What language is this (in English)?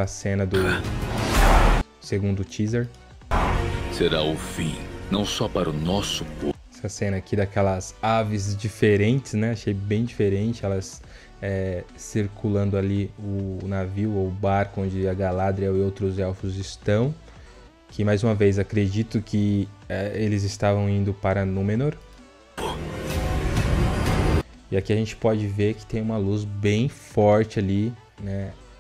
Portuguese